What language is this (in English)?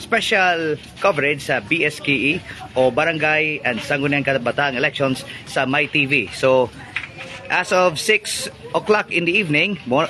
Cebuano